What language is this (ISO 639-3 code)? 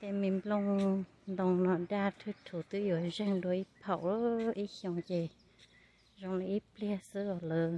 hmn